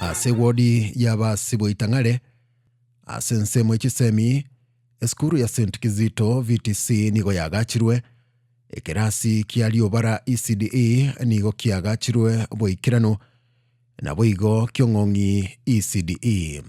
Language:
Gusii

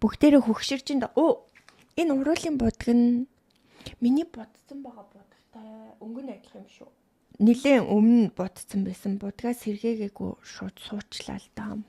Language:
Mongolian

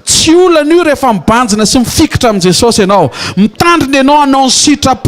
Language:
Malagasy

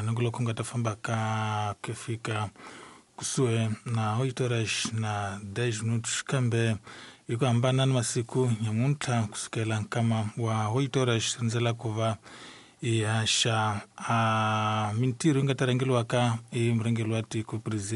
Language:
Tsonga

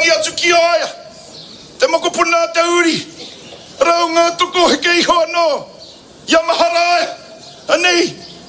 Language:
Māori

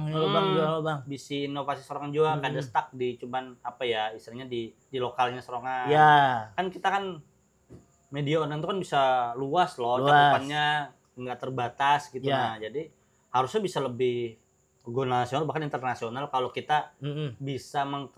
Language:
Banjar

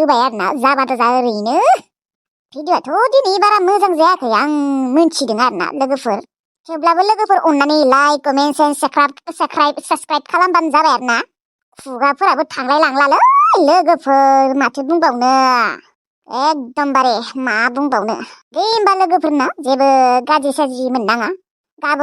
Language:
Bodo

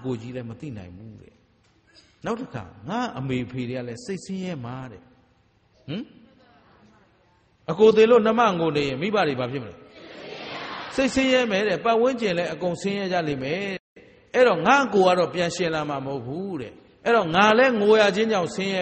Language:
Burmese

